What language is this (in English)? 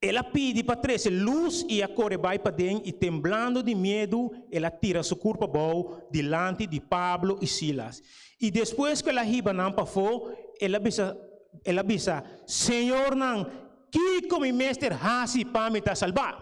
Papiamento